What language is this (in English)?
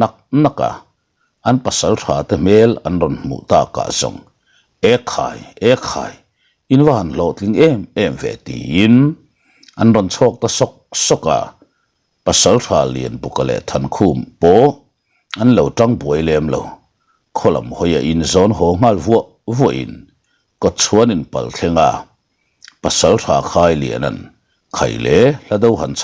Mizo